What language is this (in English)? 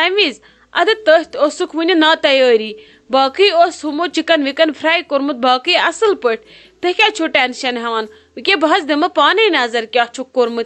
Kashmiri